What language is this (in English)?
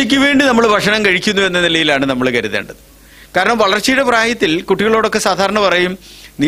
Malayalam